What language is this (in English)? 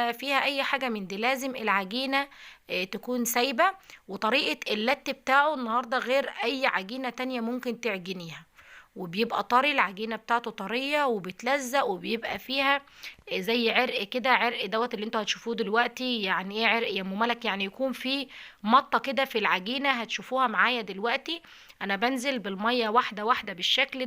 Egyptian Arabic